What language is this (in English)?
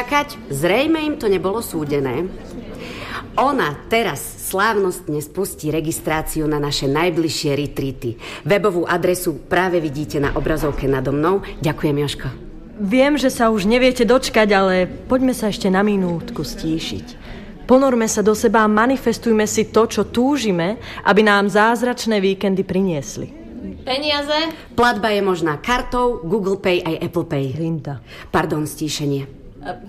Slovak